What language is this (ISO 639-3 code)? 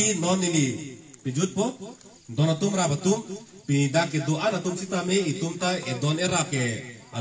mjw